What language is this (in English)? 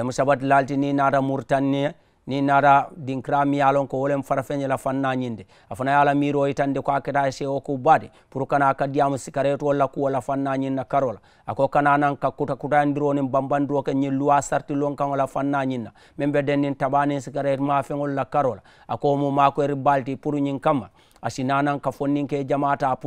Mandingo